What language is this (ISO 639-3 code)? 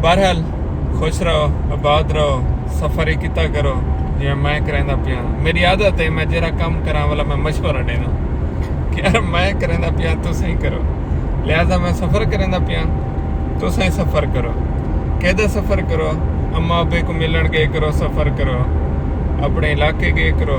skr